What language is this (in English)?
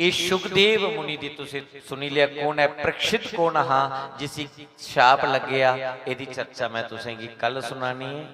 Dogri